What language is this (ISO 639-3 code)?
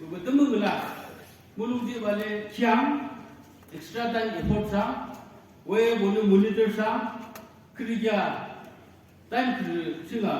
nag